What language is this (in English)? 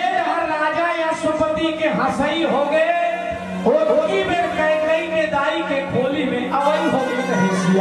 Chhattisgarhi